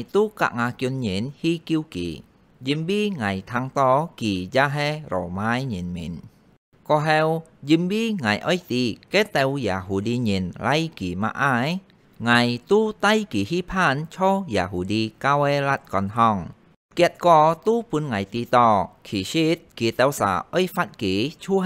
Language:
Hakka Chinese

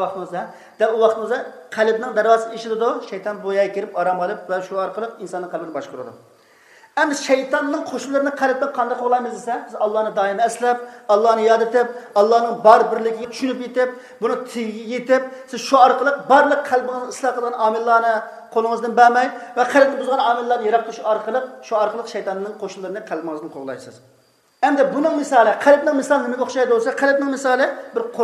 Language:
Uyghur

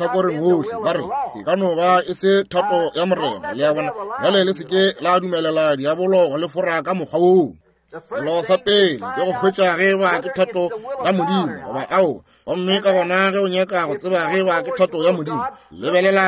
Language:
Northern Sotho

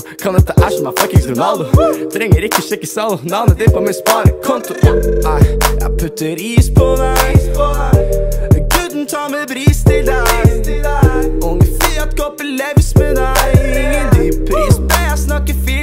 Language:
Norwegian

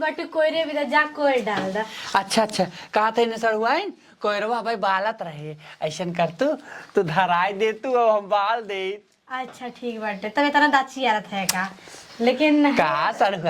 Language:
Awadhi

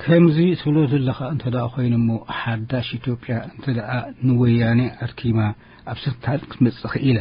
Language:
Tigrinya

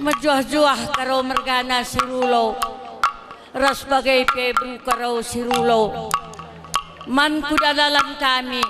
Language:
Batak Karo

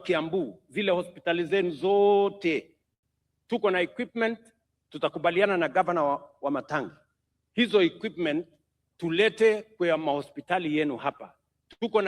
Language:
Swahili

